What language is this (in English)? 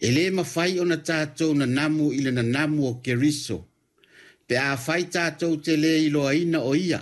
Samoan